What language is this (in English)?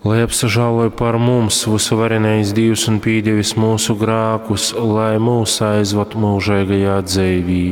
Latgalian